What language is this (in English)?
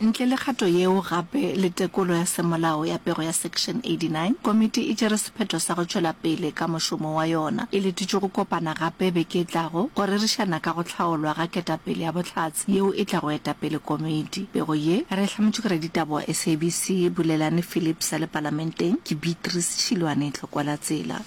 Northern Sotho